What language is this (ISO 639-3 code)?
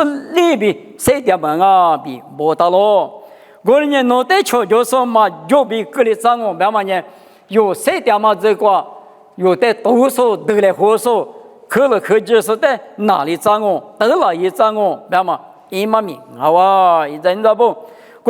lis